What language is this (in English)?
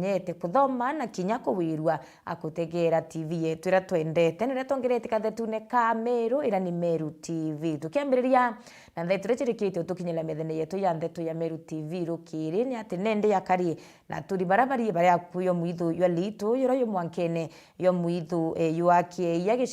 Meru